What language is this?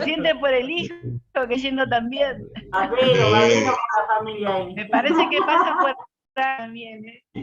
Guarani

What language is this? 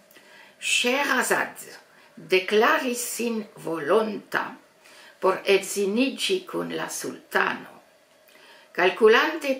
Esperanto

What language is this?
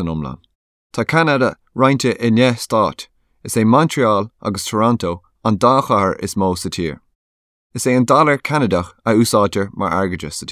Irish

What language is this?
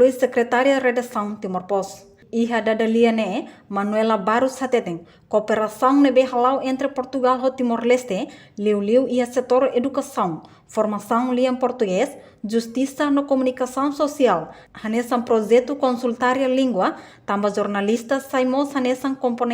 Tetum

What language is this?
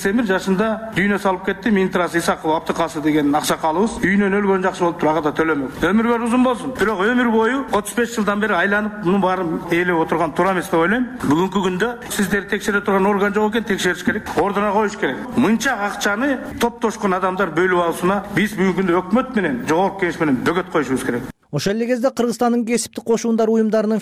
Kyrgyz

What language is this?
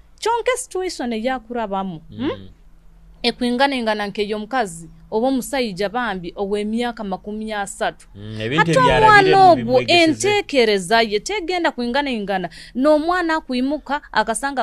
Nyoro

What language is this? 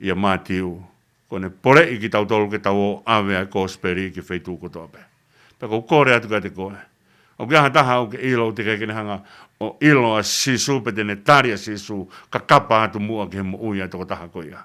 Tongan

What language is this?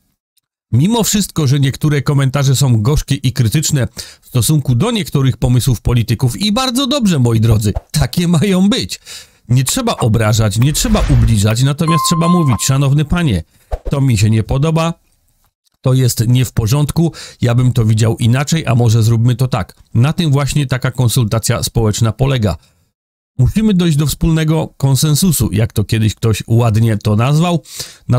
Polish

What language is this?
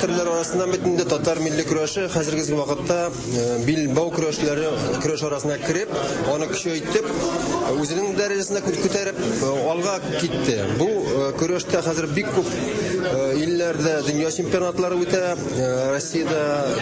Tatar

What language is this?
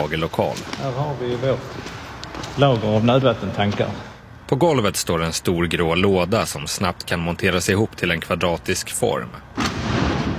Swedish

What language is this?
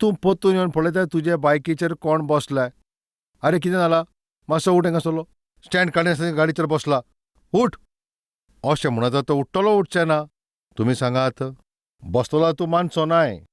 Konkani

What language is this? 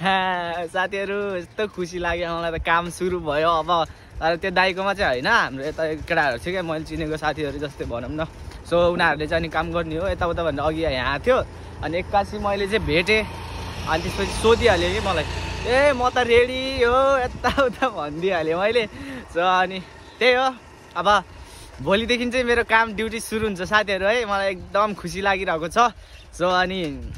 Nepali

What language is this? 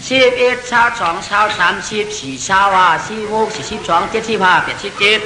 Shan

